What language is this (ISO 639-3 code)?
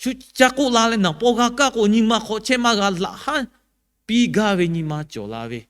lhu